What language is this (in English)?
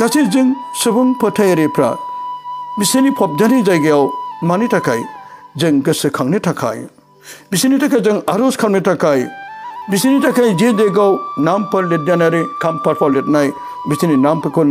Bodo